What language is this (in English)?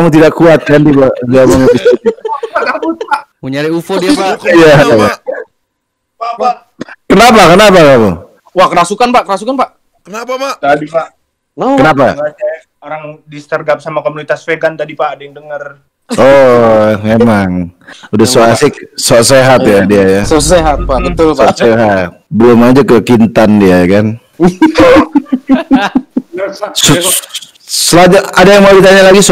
Indonesian